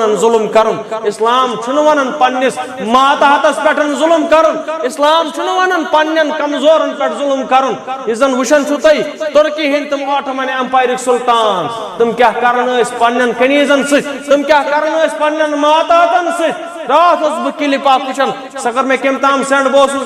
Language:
Kashmiri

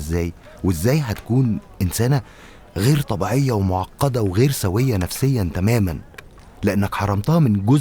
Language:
Egyptian Arabic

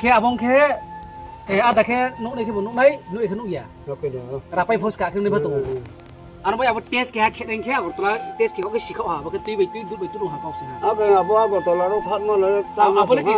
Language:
Riang (India)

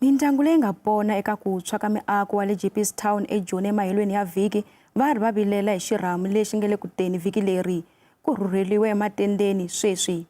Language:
Tsonga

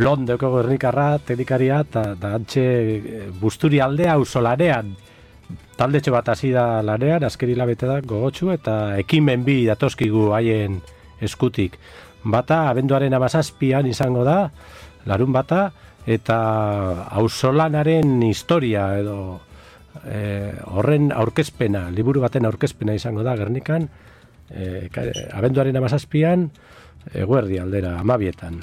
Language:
Basque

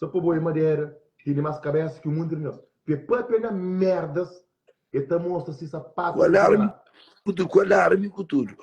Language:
Kabuverdianu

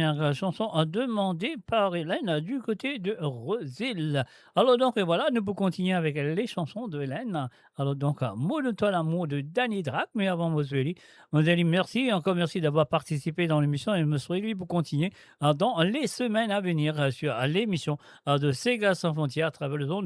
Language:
Morisyen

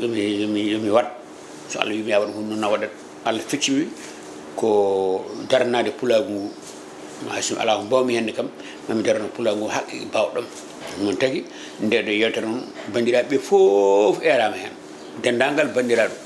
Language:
Fula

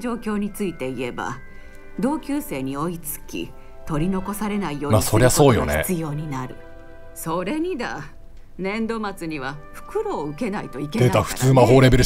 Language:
Japanese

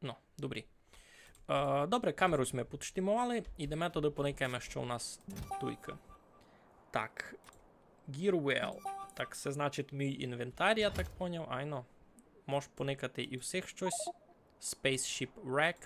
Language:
Rusyn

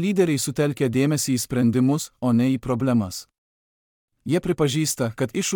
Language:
Lithuanian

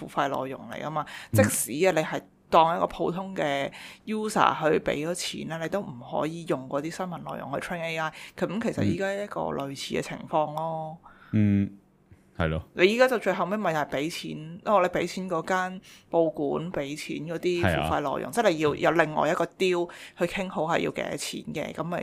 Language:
Cantonese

